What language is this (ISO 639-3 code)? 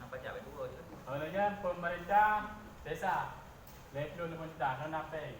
ace